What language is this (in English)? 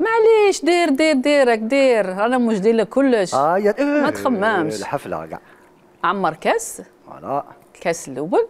Algerian Arabic